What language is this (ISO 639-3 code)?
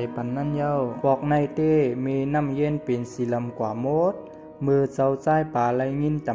shn